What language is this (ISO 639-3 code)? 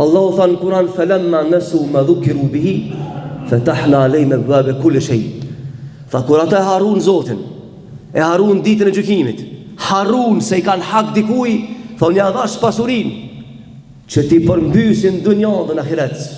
sqi